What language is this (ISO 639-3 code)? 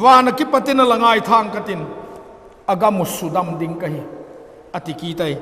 vap